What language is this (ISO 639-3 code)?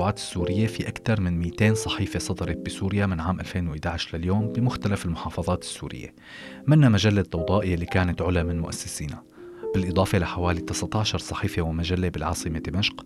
apc